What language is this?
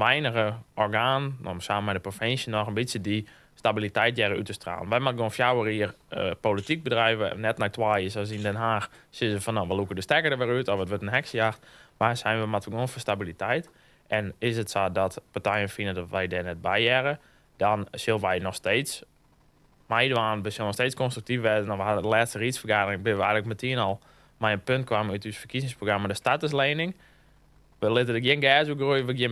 Western Frisian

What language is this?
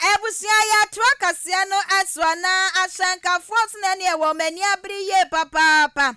Akan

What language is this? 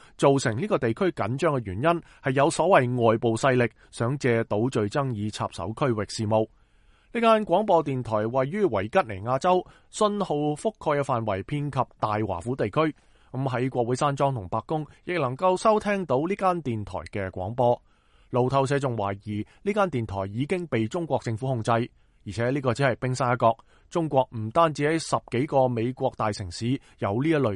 Cantonese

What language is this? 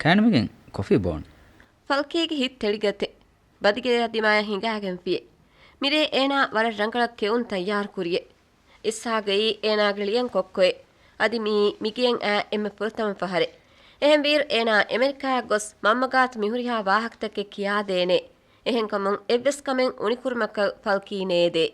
Divehi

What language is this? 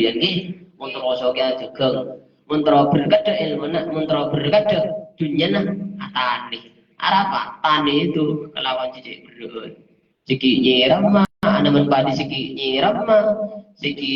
Madurese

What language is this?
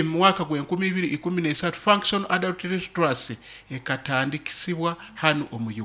Nyoro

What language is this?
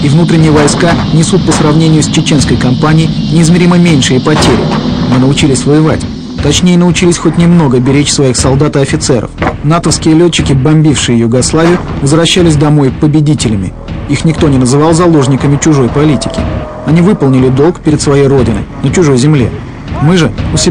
Russian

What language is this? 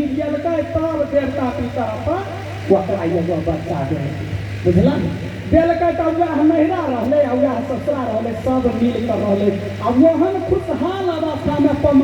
Maithili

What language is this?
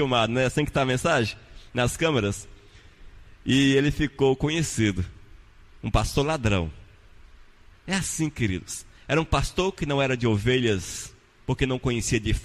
Portuguese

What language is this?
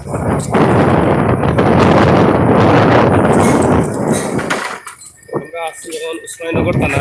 Sylheti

